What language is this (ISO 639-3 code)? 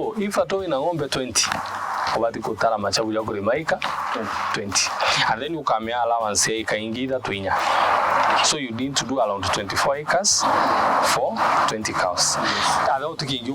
mer